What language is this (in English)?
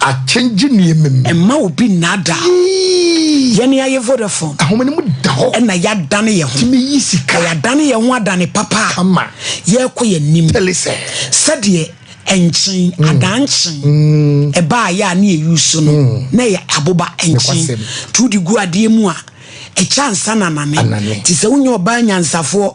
Akan